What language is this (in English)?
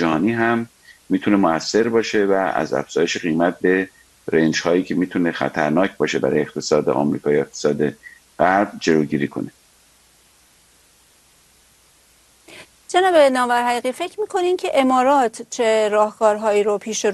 Persian